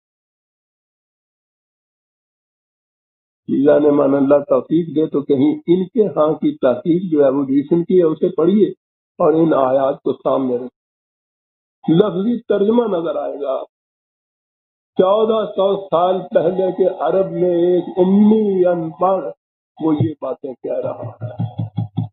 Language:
Urdu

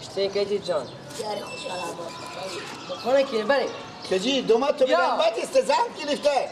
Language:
Persian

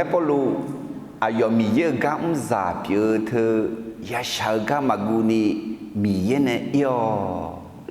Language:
Akha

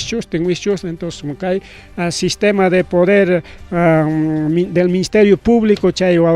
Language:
Ayacucho Quechua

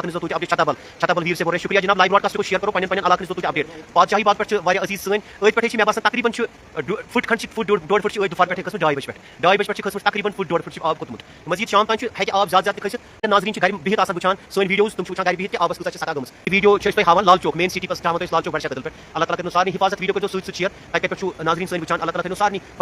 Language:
Kashmiri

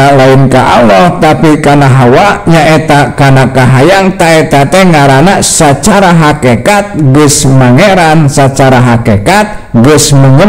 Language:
Sundanese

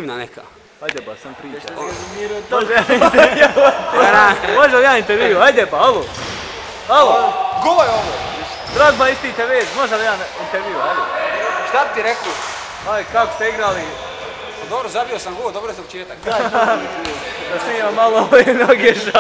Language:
Bosnian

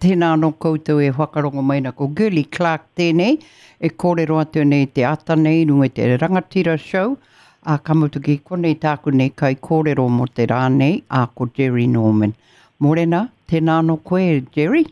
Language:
Māori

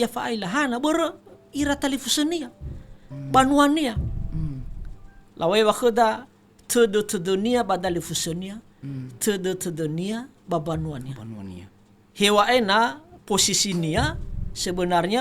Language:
Nias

